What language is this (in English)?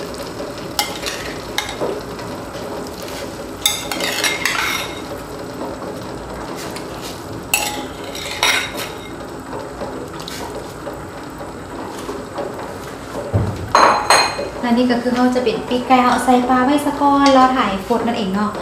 Thai